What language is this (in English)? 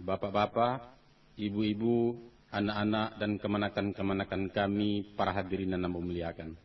Minangkabau